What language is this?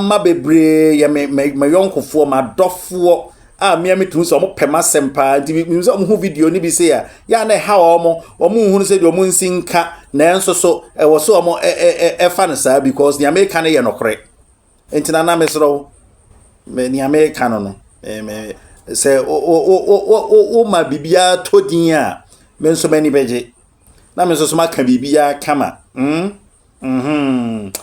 Akan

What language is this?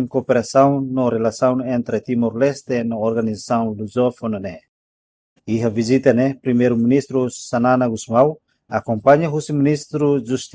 Tetum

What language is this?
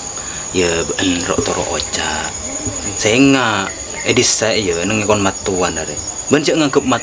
Madurese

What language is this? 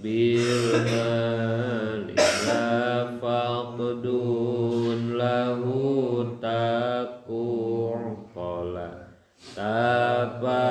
Sundanese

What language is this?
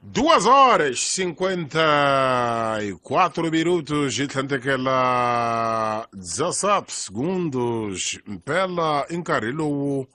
Tsonga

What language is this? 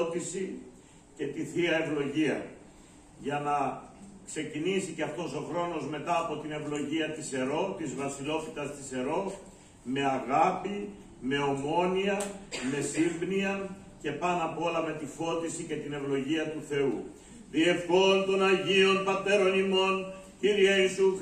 Greek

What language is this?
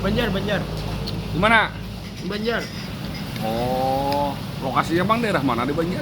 Banjar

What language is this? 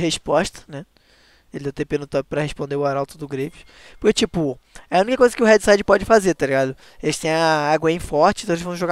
Portuguese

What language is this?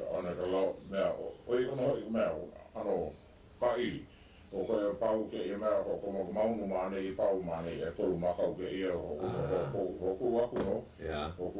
Hawaiian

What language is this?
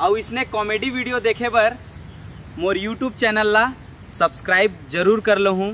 Chhattisgarhi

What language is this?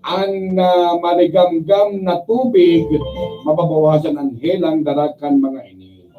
Bikol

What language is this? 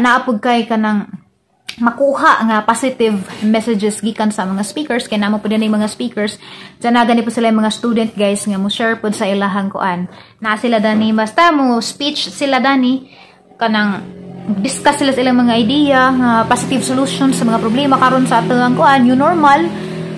Cebuano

